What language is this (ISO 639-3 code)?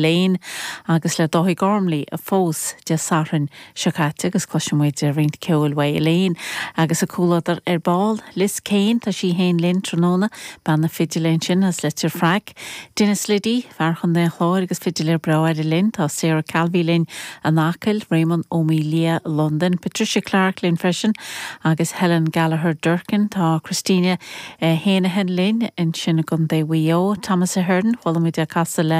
gle